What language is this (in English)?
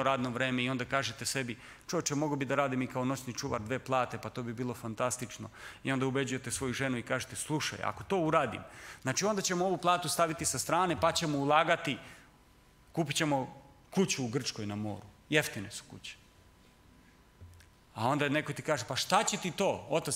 Serbian